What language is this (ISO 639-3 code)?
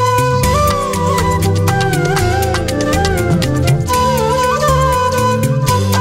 tel